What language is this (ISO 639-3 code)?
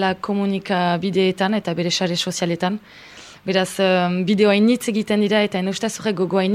eus